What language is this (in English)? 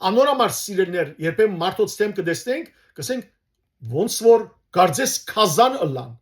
Western Armenian